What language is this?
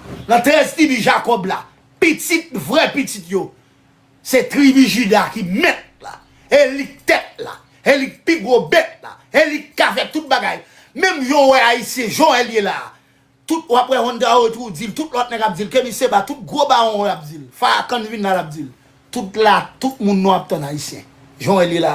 Haitian Creole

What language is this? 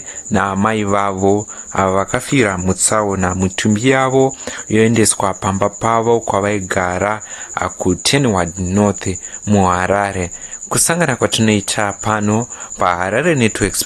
Shona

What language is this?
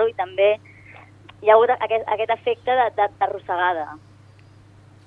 Catalan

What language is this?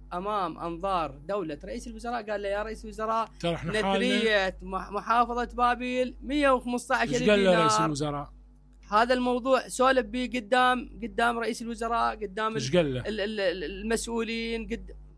Mesopotamian Arabic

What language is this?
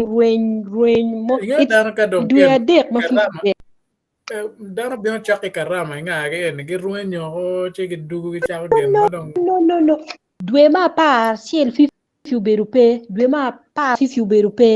Acoli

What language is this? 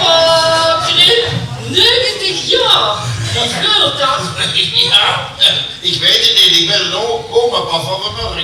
Limburgish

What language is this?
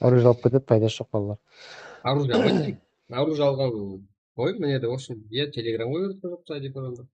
Kara-Kalpak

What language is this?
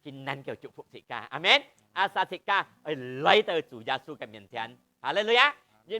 Hakka Chinese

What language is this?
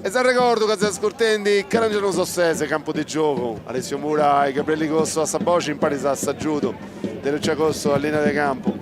Sardinian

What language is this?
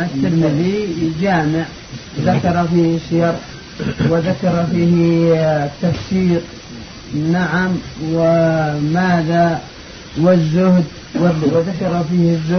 Arabic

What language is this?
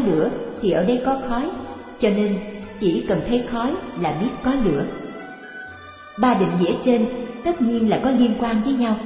Vietnamese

